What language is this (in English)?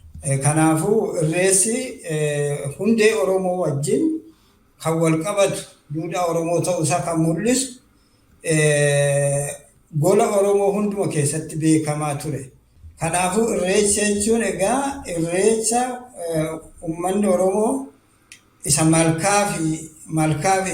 Oromo